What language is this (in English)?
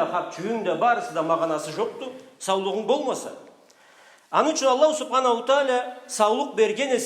Karachay-Balkar